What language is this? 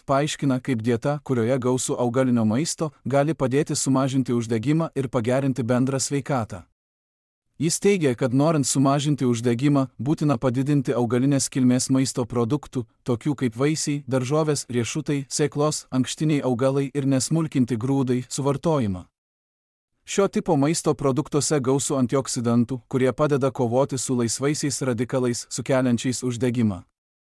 Lithuanian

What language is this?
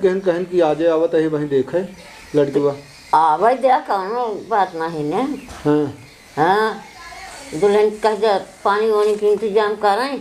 Awadhi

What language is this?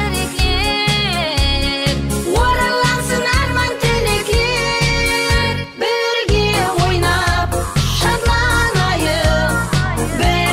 Kara-Kalpak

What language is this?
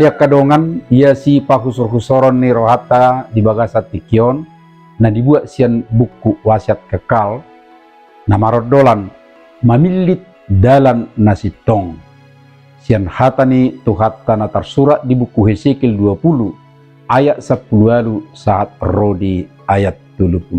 Batak Toba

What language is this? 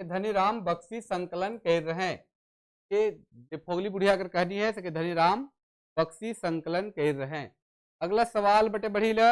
Sadri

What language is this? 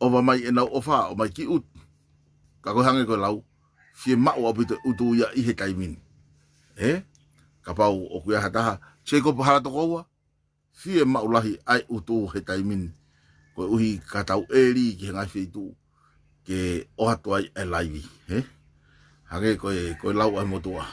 Tongan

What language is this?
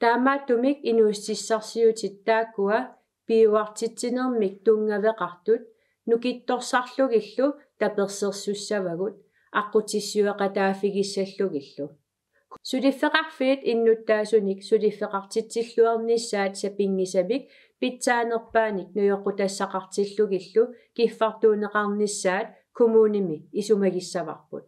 Kalaallisut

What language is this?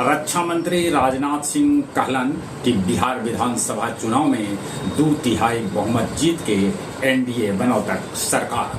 Magahi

